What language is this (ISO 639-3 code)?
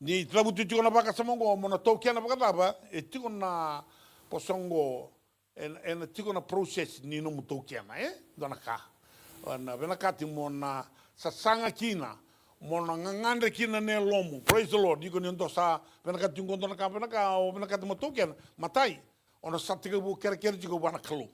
fij